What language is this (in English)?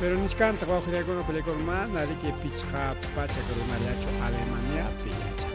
Ayacucho Quechua